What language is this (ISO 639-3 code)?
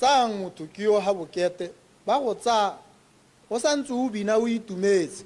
tsn